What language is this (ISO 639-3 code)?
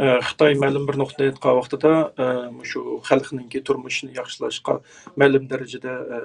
uig